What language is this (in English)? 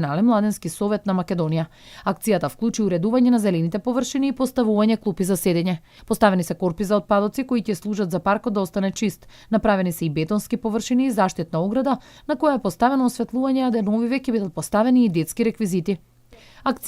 Macedonian